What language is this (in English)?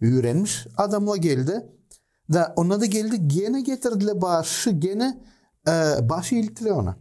Gagauz